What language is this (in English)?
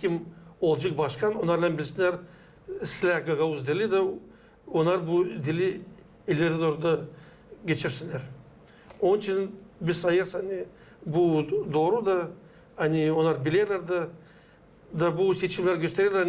Gagauz